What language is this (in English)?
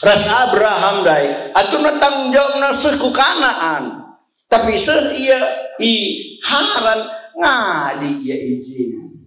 Batak Karo